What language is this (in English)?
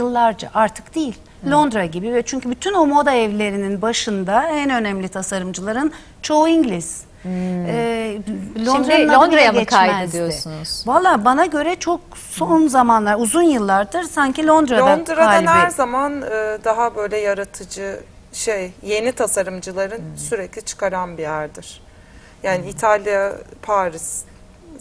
Turkish